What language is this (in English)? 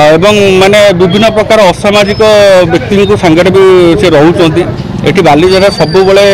Odia